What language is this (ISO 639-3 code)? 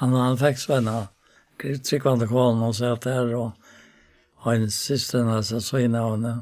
fao